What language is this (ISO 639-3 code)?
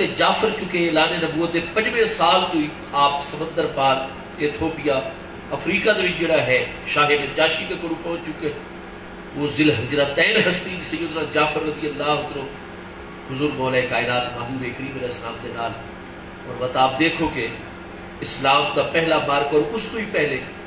skr